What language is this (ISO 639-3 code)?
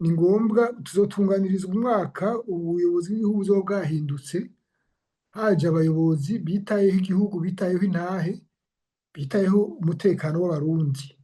run